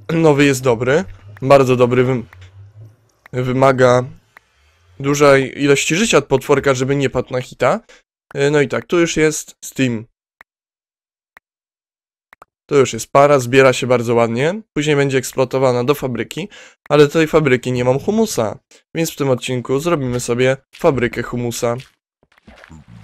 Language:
Polish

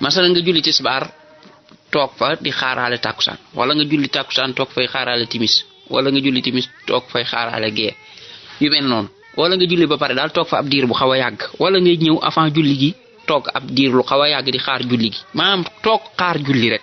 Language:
Wolof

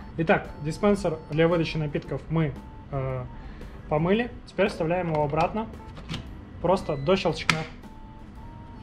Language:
Russian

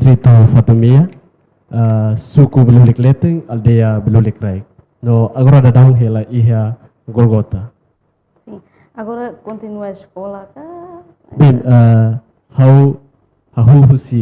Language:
Tetum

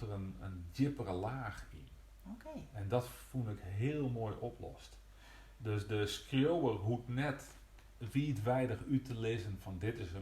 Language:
Western Frisian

